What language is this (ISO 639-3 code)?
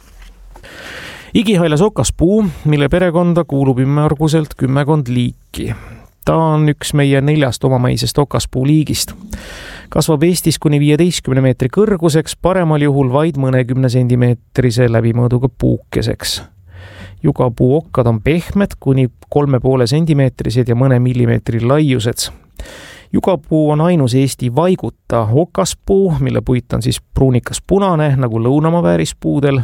est